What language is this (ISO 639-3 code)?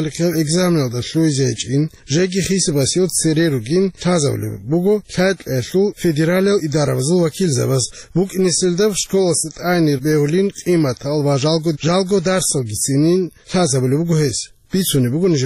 ava